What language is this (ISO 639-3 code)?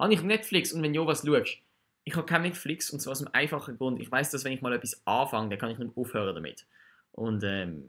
gsw